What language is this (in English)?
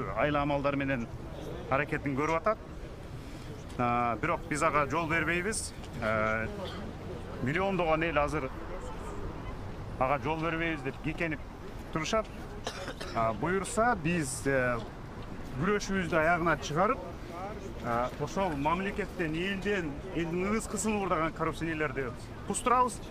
Kyrgyz